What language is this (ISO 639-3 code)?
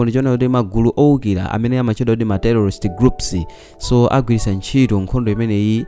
nya